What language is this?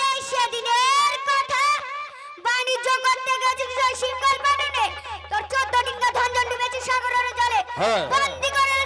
Bangla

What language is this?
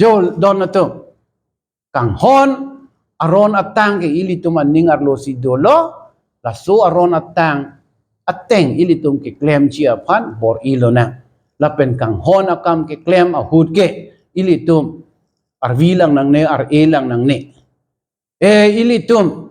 Karbi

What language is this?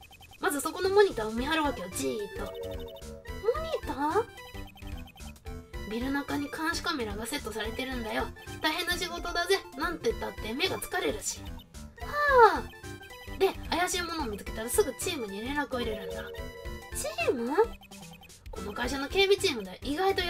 Japanese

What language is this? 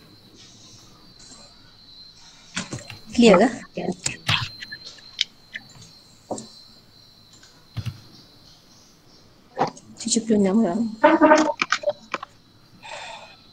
Malay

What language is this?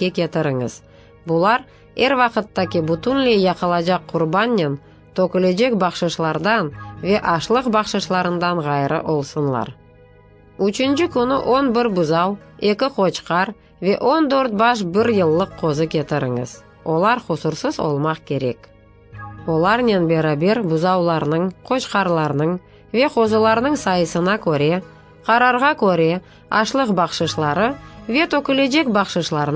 Crimean Tatar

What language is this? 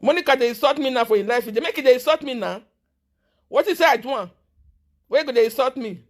Nigerian Pidgin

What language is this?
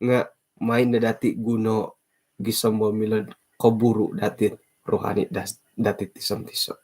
Central Dusun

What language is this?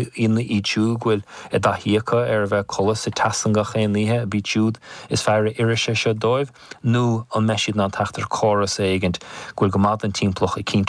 Irish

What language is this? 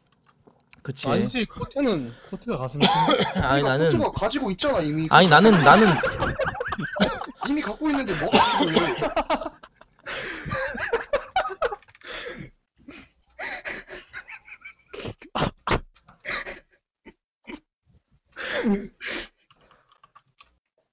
Korean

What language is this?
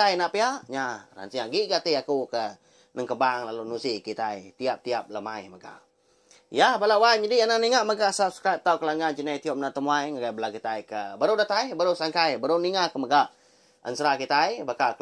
Iban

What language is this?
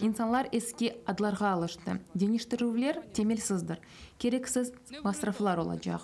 Crimean Tatar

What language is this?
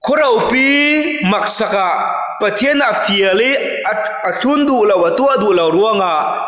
Falam Chin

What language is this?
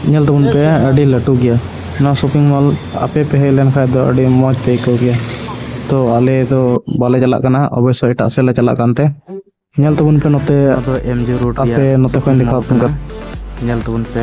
Santali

